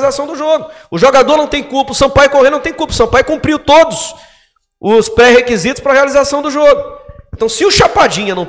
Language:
Portuguese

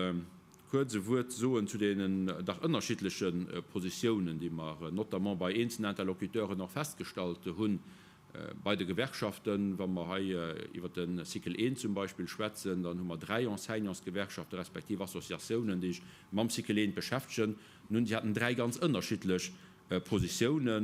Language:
Luxembourgish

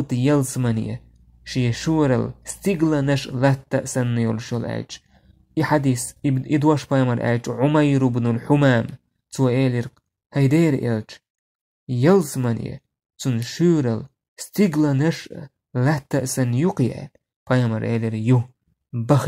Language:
Chechen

